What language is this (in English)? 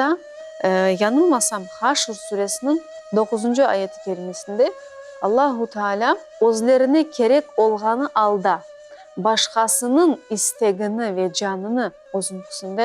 Crimean Tatar